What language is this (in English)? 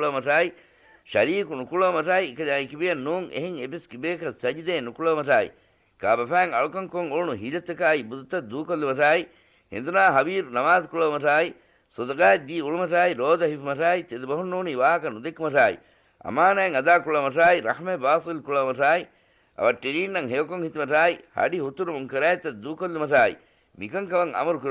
Divehi